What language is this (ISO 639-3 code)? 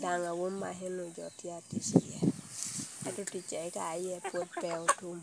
laj